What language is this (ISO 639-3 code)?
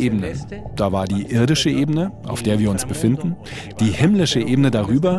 deu